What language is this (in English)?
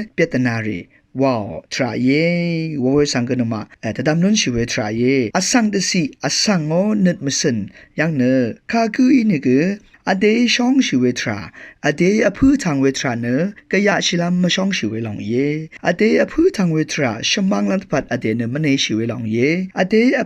Rawang